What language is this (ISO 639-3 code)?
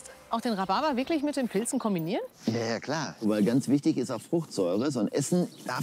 deu